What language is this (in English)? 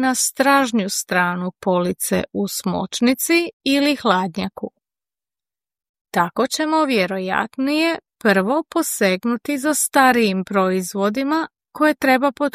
Croatian